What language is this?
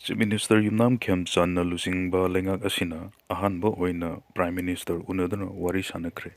Manipuri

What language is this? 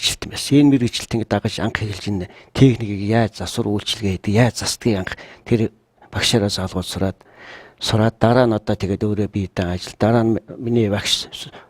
Mongolian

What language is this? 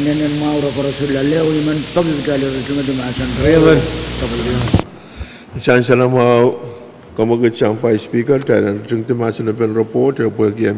Pohnpeian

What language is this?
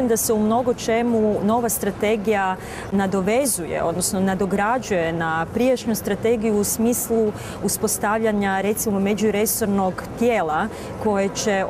Croatian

